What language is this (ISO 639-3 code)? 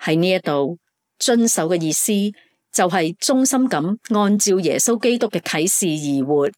yue